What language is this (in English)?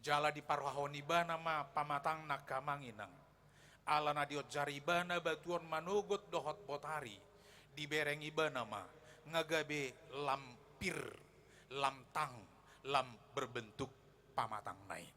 Batak Toba